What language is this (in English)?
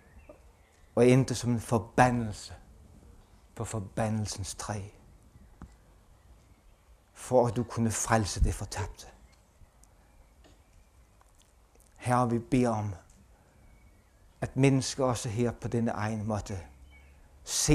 Danish